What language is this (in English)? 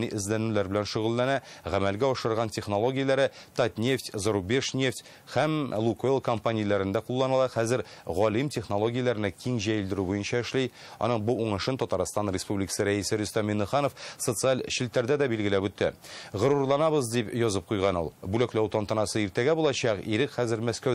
Tatar